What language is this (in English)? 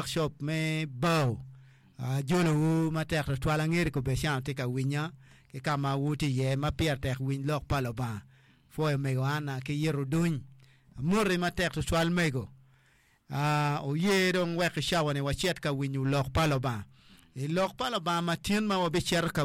Acoli